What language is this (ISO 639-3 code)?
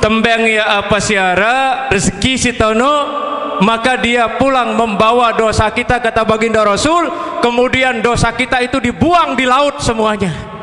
sas